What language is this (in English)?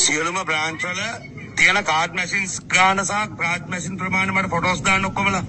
Sinhala